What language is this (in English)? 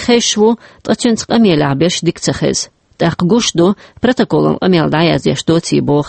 Chechen